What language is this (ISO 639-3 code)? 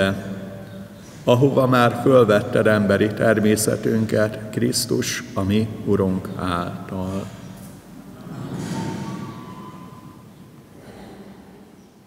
hun